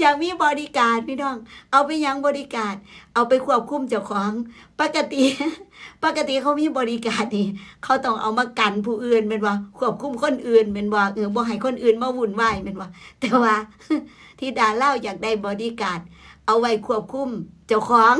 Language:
Northeastern Thai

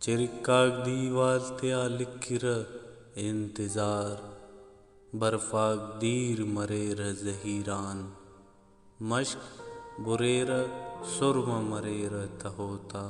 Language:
Brahui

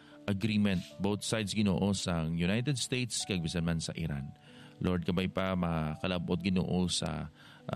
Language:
Hiligaynon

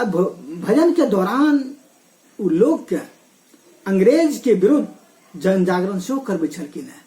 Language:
Maithili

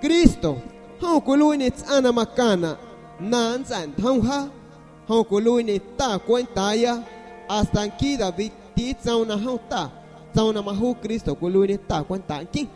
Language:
San Pedro Amuzgos Amuzgo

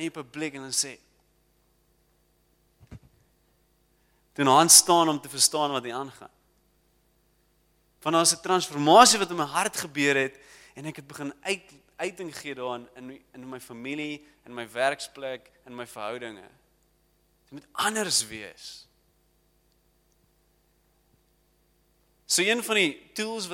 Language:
Afrikaans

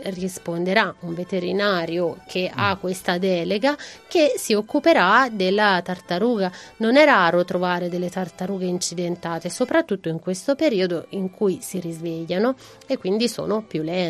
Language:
Italian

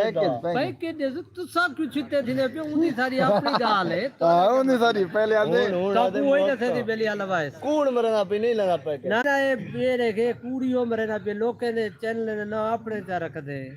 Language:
Saraiki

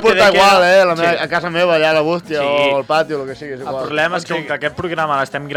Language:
Catalan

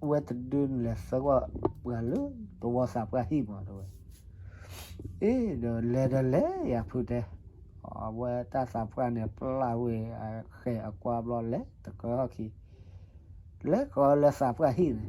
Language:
S'gaw Karen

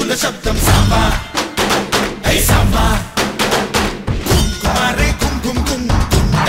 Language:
Telugu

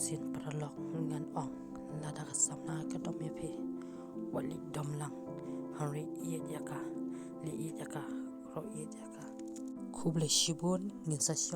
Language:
Khasi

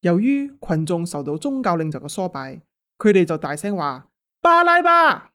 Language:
Cantonese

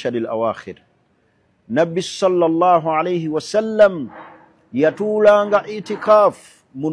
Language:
Ganda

